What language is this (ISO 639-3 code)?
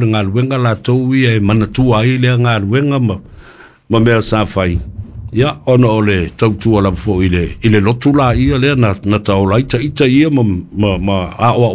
smo